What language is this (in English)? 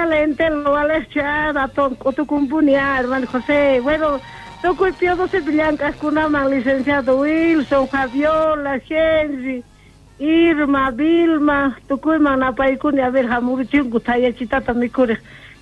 South Bolivian Quechua